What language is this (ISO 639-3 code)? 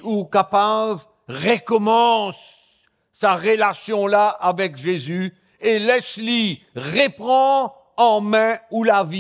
mfe